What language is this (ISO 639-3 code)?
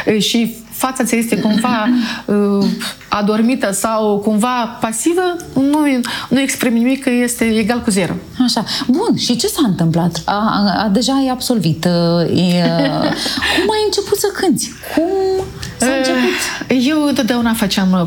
ron